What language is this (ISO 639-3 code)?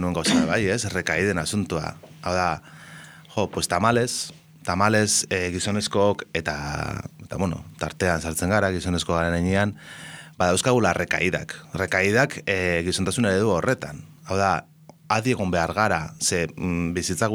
eus